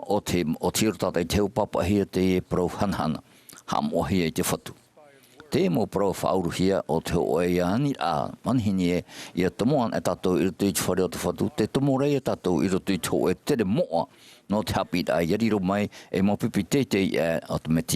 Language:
Tahitian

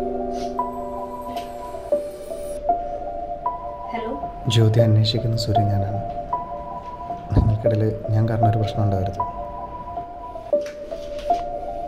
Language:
Malayalam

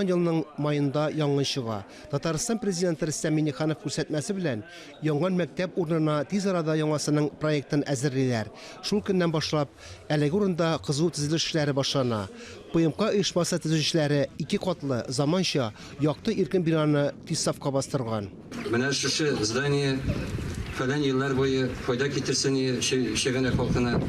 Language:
Tatar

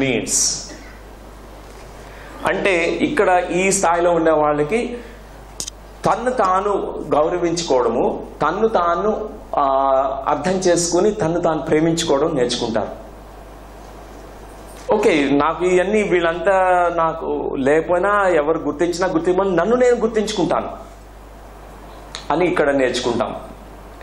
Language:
Telugu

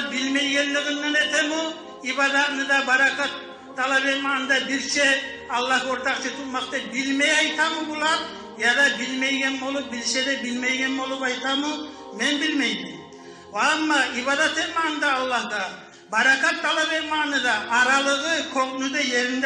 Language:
Kumyk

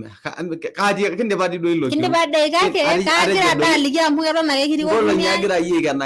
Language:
Masai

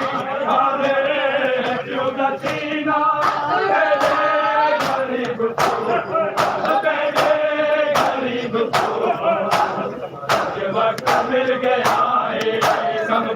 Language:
Saraiki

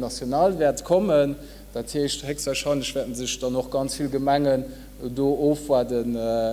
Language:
Luxembourgish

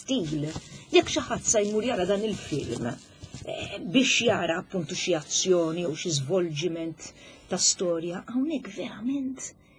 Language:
Maltese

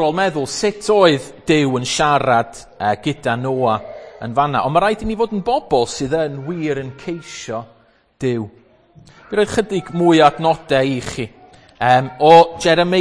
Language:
Welsh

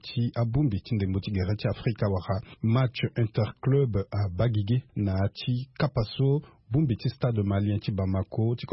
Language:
Sango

